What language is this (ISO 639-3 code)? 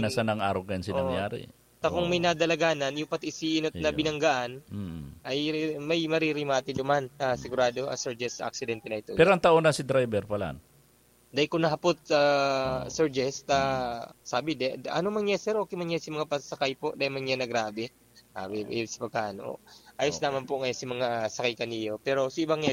bik